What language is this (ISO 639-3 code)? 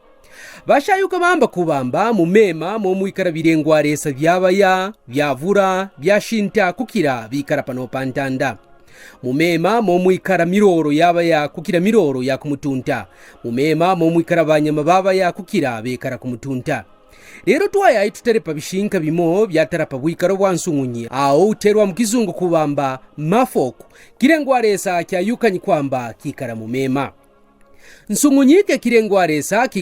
kqn